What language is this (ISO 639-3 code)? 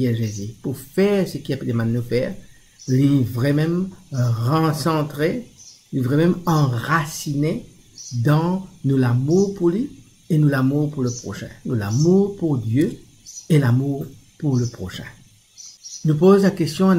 mfe